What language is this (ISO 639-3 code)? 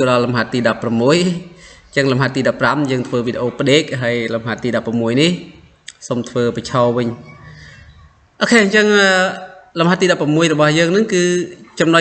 khm